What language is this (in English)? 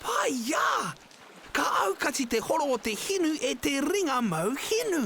Māori